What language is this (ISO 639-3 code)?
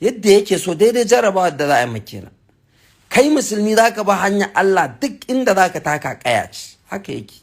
hau